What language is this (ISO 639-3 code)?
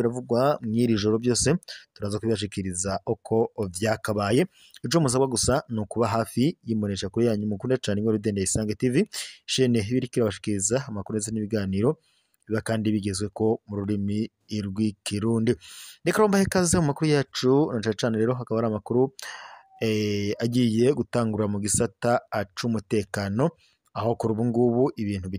run